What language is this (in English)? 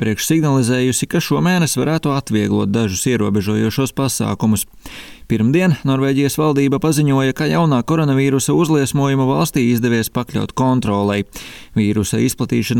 Latvian